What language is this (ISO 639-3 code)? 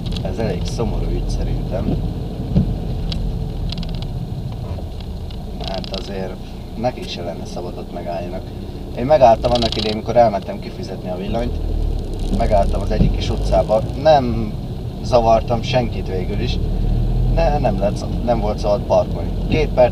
hun